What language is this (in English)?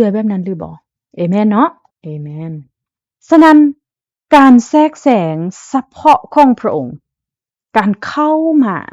Lao